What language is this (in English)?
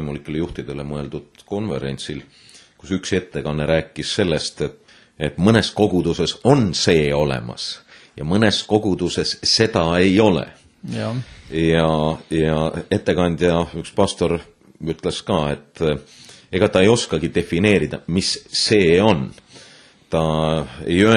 Estonian